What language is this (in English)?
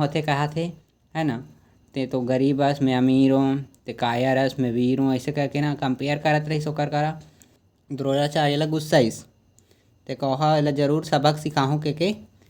Chhattisgarhi